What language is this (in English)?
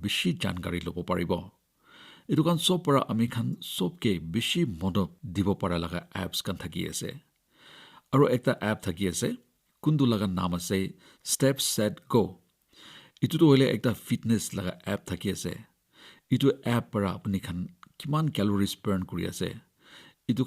Naga Pidgin